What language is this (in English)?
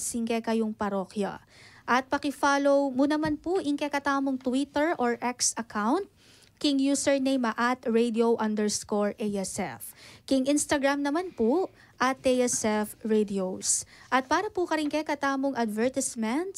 Pampanga